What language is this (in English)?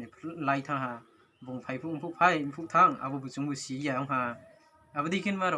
Riang (India)